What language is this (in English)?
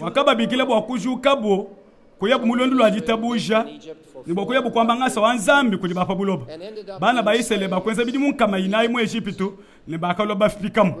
Luba-Lulua